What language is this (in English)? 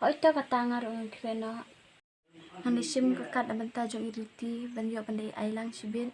Khasi